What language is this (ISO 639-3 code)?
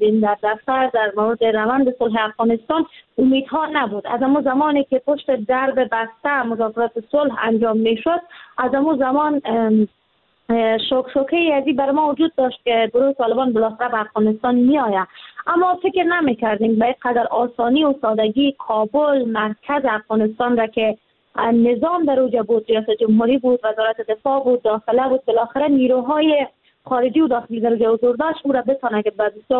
fas